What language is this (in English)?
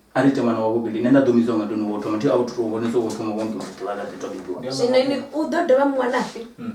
Venda